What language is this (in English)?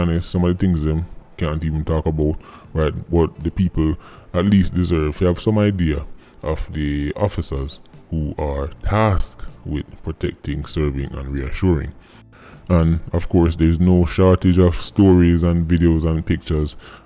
Jamaican Creole English